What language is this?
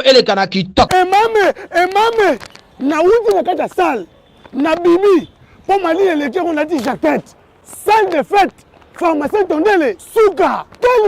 Lingala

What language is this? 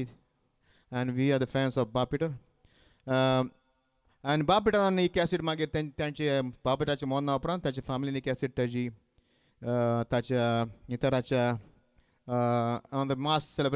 Konkani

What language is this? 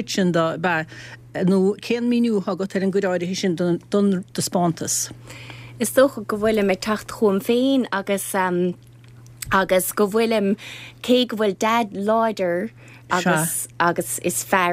Irish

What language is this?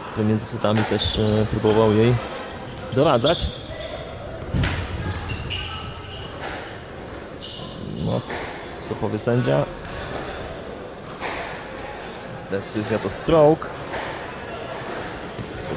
Polish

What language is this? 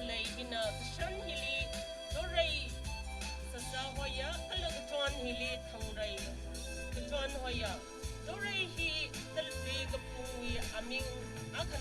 Tangkhul Naga (India)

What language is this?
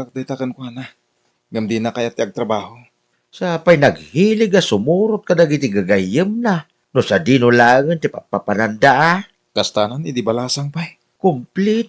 Iloko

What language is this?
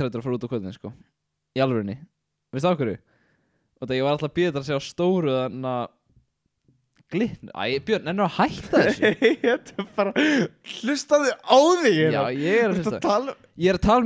Icelandic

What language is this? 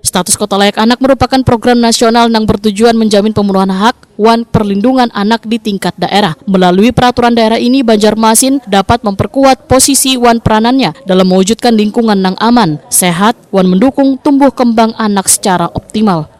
Banjar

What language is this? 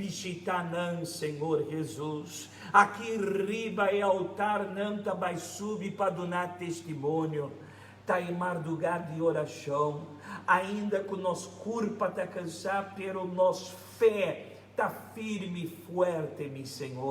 Papiamento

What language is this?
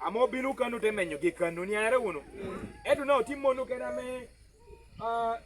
Lango (Uganda)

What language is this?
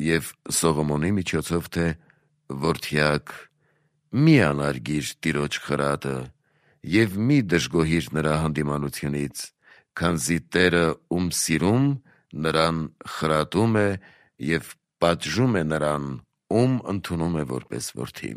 Armenian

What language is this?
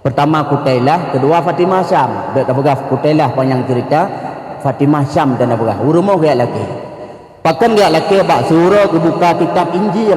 Achinese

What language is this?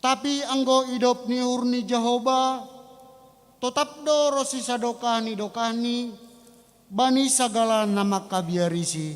Batak Simalungun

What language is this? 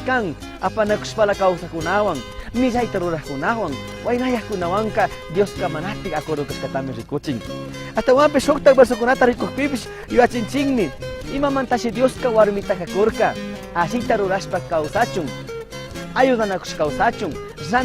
Chimborazo Highland Quichua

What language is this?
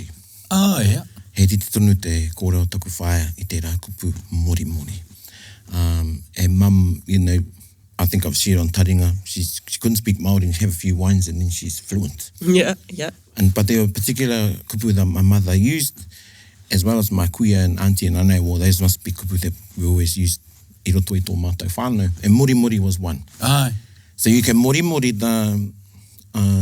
Māori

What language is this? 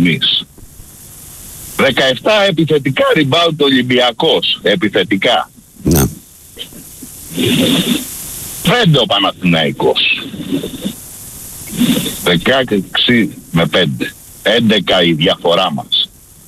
Greek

